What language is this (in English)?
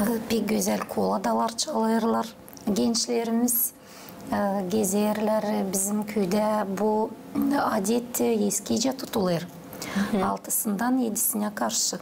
Gagauz